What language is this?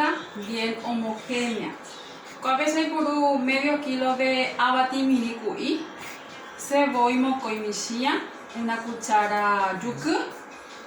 Guarani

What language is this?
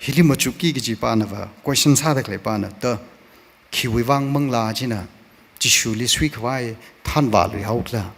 Tangkhul Naga (India)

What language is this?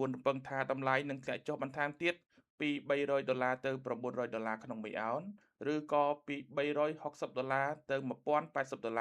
Khmer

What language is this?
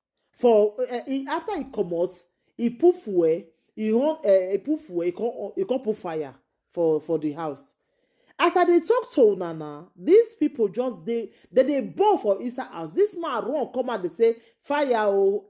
Nigerian Pidgin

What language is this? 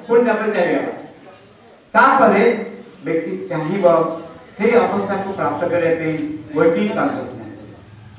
Odia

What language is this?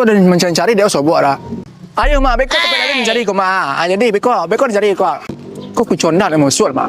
Minangkabau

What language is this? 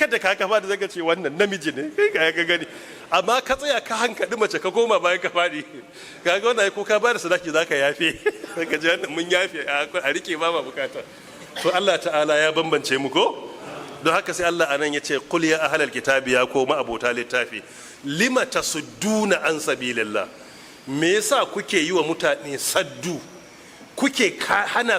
Hausa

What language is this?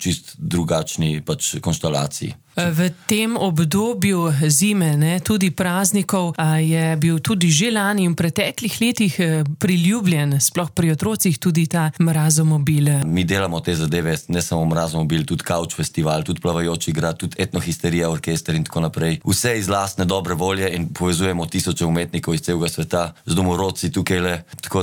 Slovenian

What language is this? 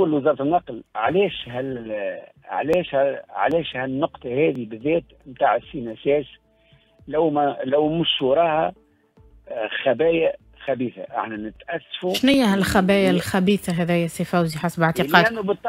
Tunisian Arabic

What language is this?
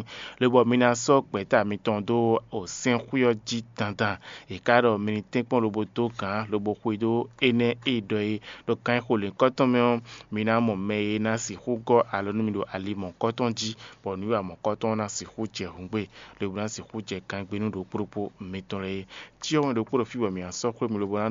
Fon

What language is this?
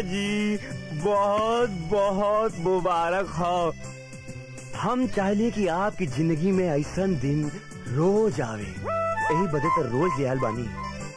Bhojpuri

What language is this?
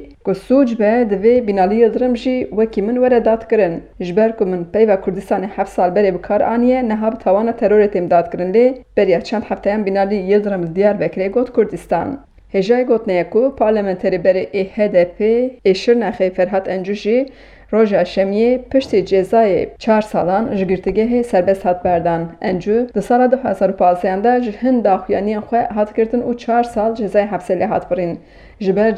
Kurdish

